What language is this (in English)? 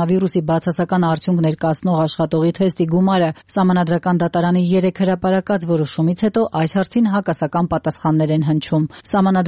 Armenian